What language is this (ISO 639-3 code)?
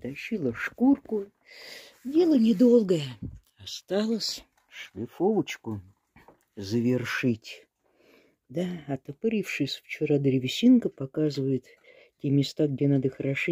rus